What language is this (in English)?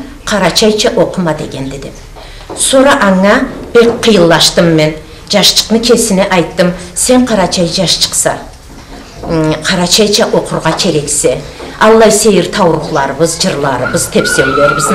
Karachay-Balkar